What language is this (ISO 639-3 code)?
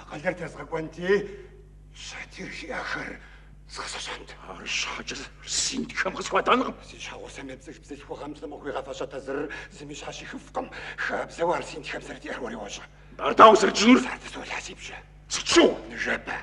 kbd